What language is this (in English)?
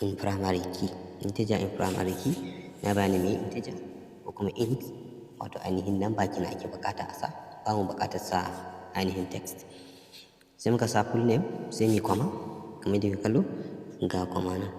Hausa